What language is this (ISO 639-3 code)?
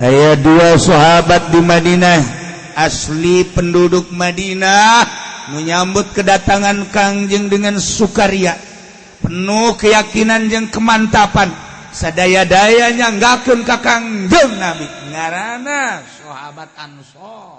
sun